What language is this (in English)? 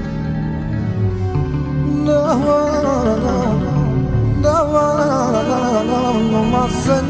Romanian